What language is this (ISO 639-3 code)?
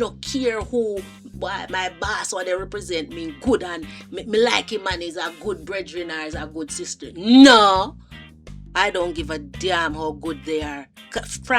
jam